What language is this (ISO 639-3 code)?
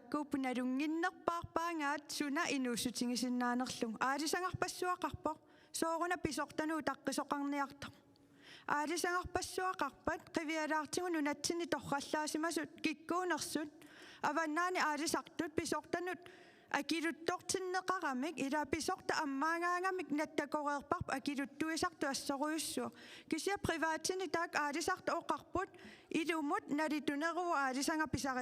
kal